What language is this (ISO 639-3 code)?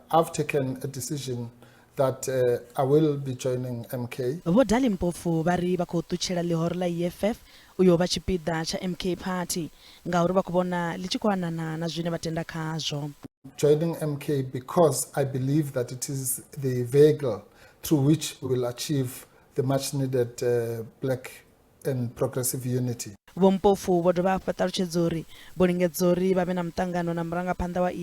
ven